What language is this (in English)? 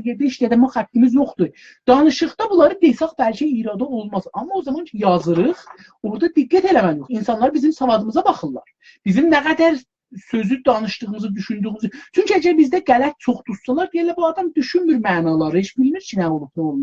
South Azerbaijani